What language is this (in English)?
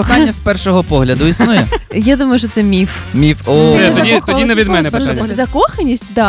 Ukrainian